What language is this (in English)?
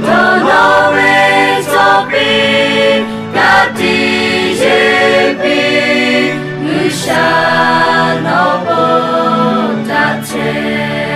Lahu